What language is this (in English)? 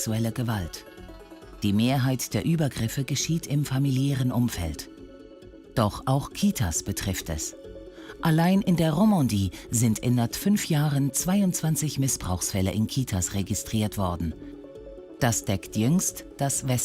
Swiss German